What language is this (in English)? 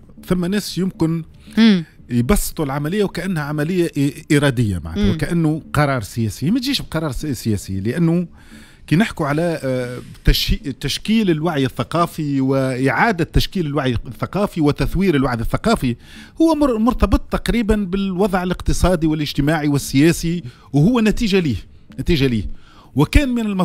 Tunisian Arabic